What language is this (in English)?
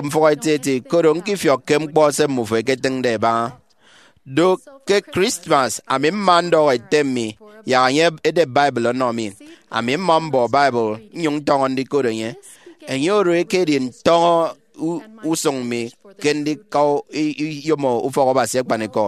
Efik